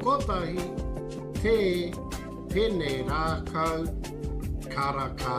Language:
Māori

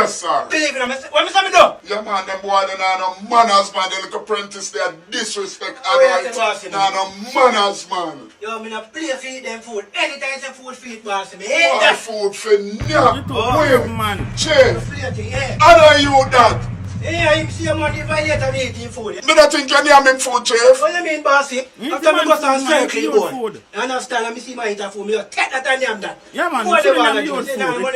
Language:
Jamaican Creole English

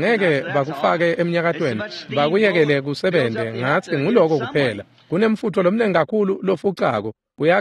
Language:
Swati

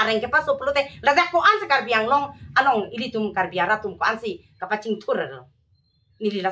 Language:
Karbi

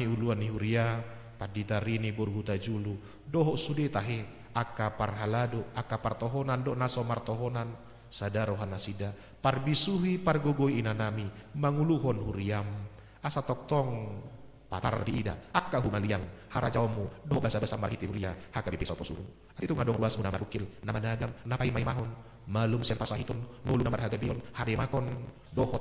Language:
Batak Toba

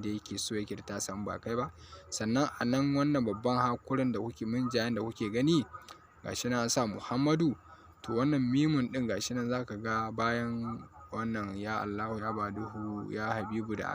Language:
Hausa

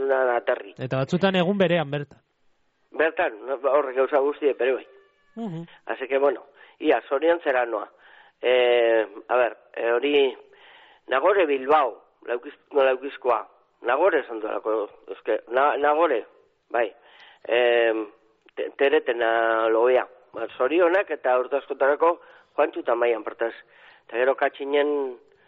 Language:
Basque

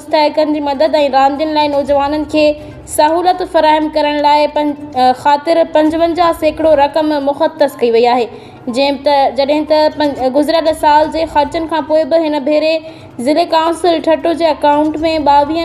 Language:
Sindhi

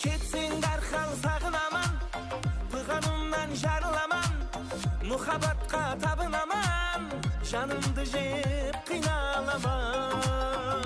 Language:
Kara-Kalpak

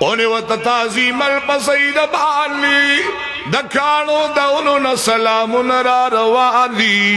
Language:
Pashto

